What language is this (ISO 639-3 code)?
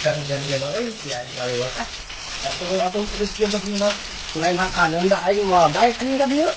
sun